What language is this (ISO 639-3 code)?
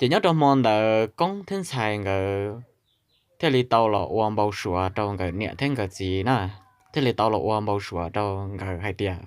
hmn